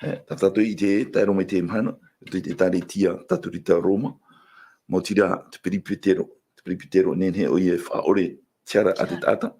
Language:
Tahitian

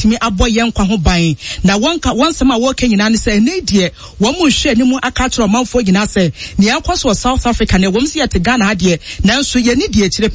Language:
Akan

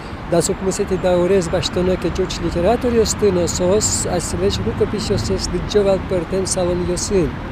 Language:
Udmurt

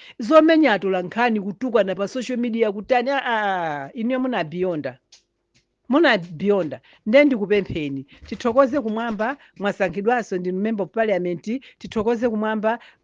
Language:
Nyanja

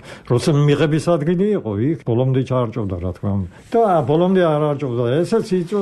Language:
Georgian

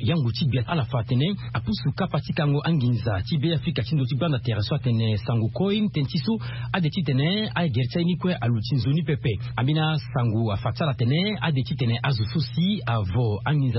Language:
Sango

